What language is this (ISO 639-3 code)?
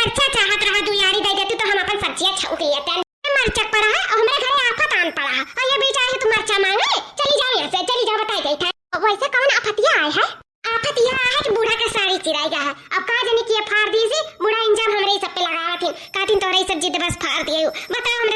awa